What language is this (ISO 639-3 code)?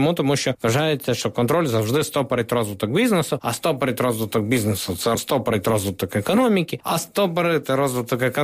ukr